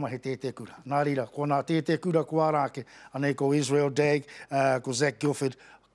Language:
Māori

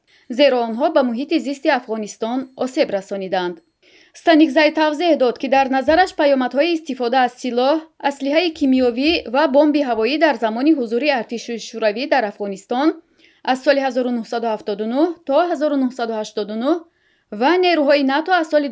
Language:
Tajik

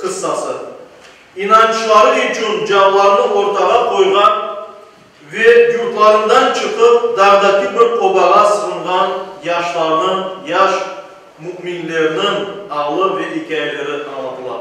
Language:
Crimean Tatar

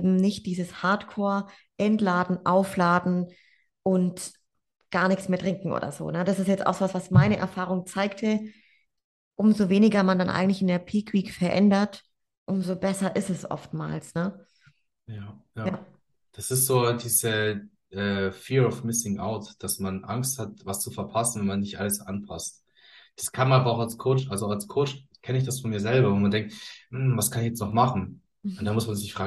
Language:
German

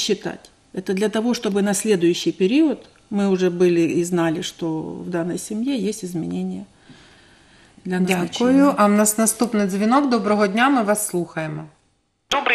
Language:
Ukrainian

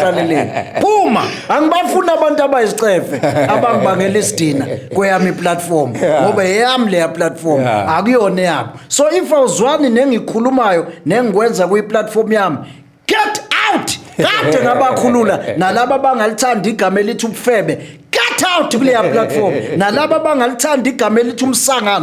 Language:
Zulu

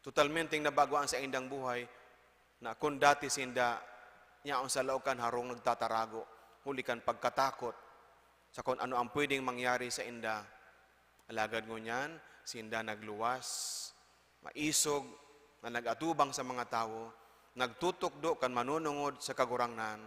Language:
Bikol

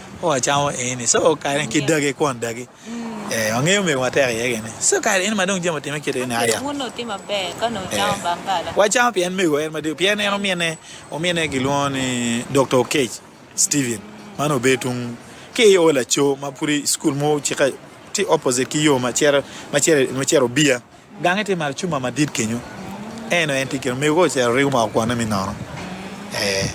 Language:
Acoli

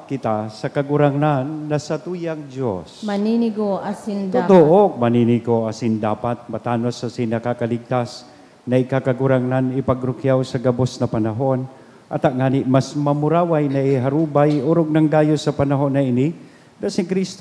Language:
Bikol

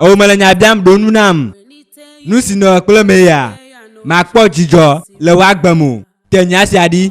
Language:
Ewe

